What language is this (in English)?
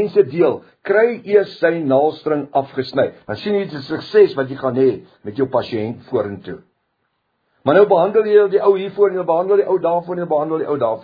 Afrikaans